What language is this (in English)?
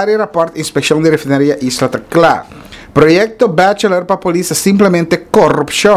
Papiamento